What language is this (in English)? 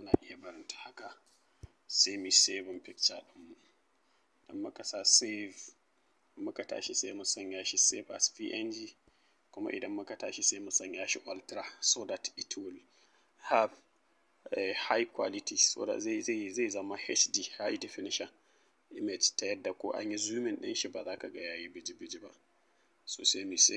Hausa